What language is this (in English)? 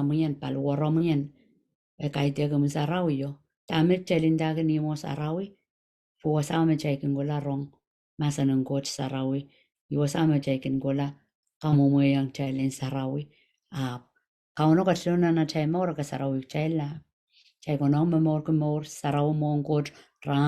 Pohnpeian